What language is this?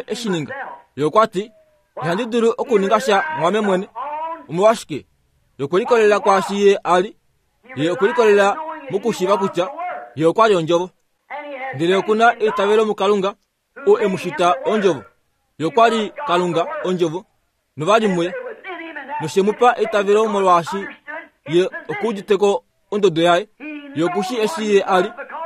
Kuanyama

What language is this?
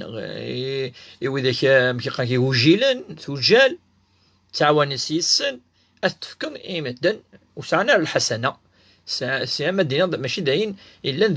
Kabyle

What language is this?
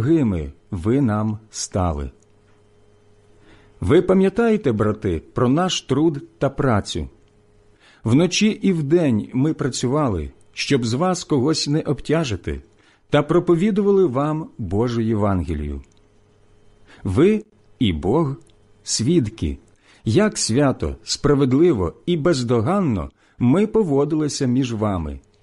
Ukrainian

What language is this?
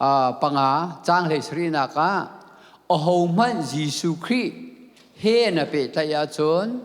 Hakha Chin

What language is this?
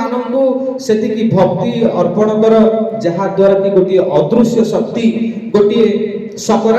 Odia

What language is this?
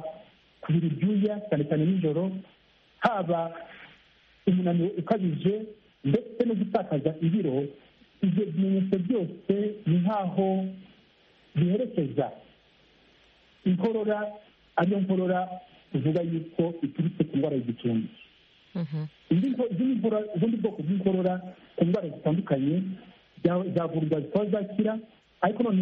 Kinyarwanda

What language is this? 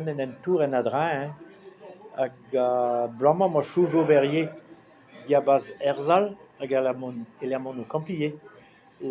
Breton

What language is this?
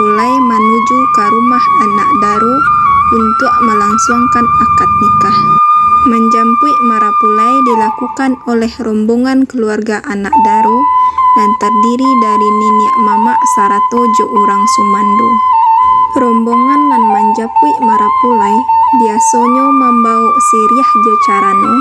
Minangkabau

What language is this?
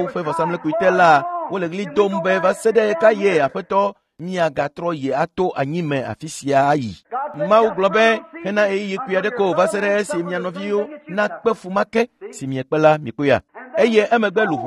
Ewe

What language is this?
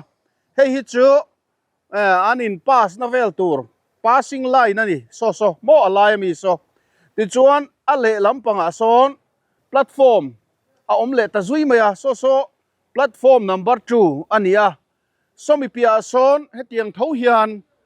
Mizo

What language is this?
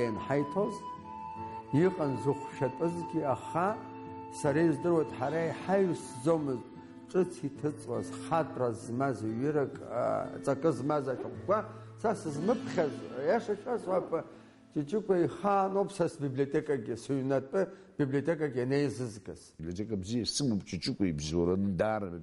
Abkhazian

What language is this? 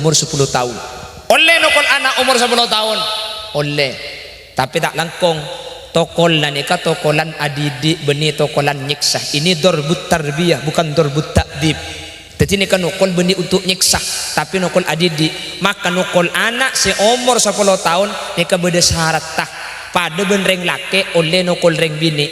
Madurese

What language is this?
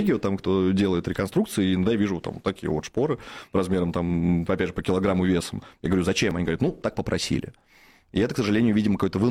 Russian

